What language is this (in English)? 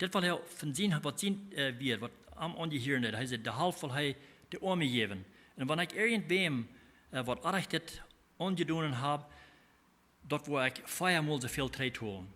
Plautdietsch